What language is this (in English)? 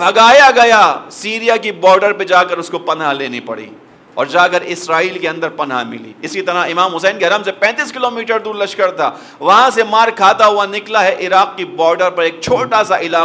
Urdu